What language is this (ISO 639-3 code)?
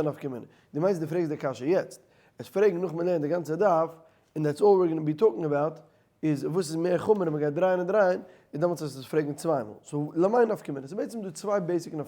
yid